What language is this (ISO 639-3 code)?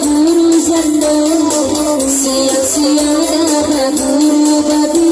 min